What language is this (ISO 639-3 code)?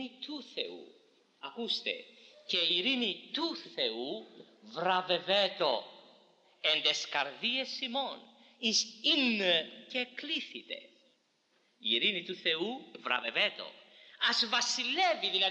ell